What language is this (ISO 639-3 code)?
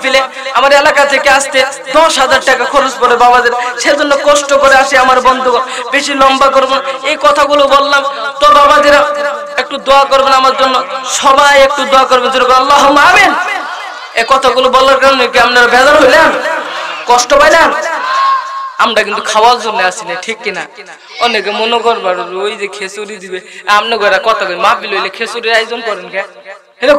ben